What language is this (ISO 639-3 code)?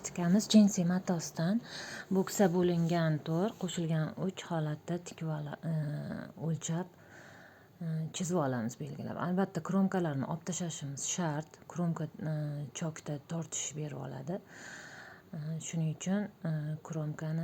uzb